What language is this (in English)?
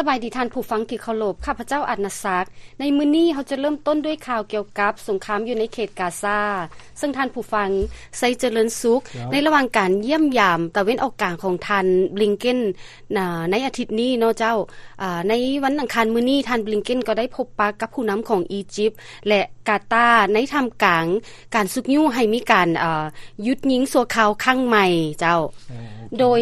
Lao